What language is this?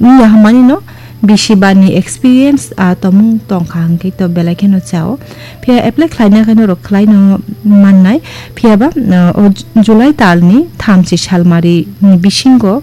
Kok Borok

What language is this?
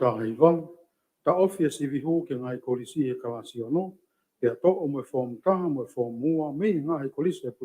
Tongan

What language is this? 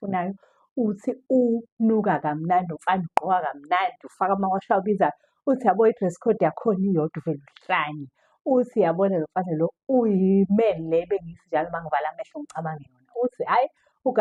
Zulu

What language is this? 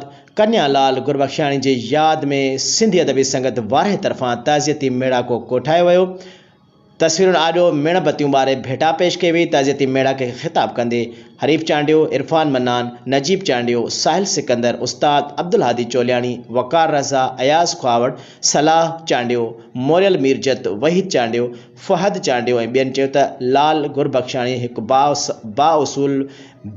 Sindhi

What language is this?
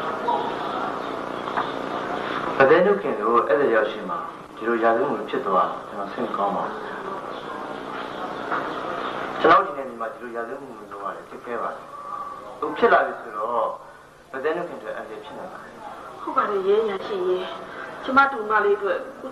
Burmese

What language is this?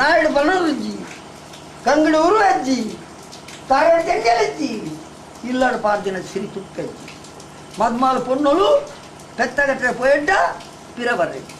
Tulu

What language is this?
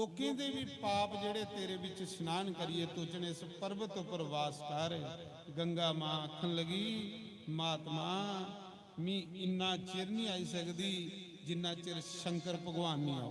Dogri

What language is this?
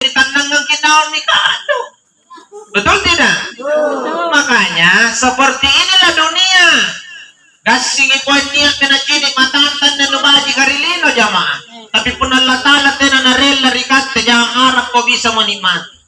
Makasar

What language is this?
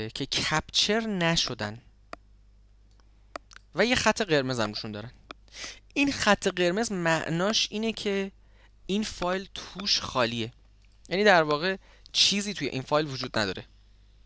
Persian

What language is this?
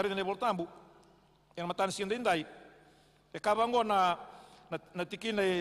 Fijian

